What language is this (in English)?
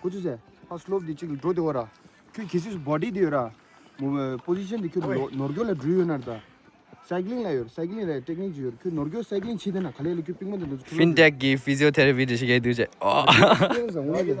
Tibetan